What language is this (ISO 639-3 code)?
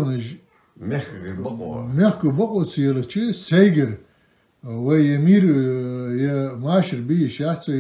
inh